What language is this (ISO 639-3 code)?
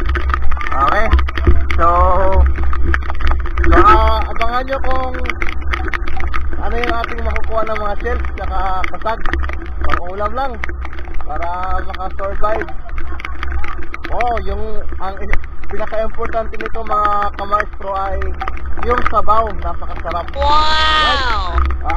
fil